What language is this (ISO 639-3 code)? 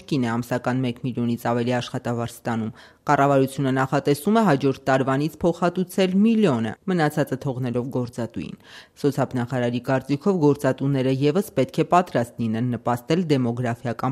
hye